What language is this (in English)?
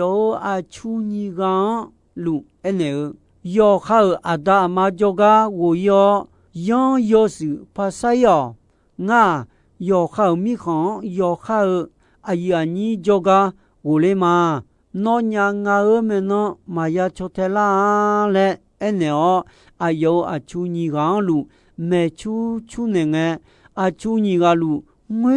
Akha